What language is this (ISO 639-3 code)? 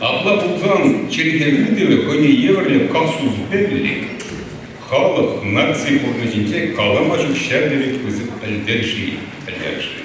chv